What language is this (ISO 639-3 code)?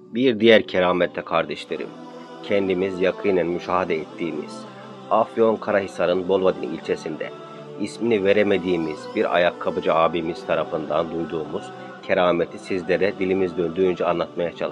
tur